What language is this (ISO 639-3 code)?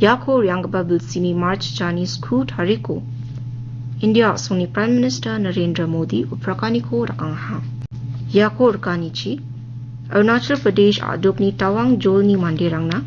grt